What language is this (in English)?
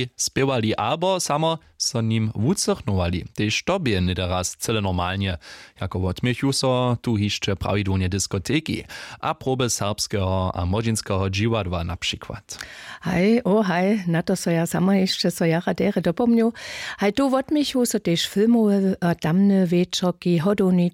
Upper Sorbian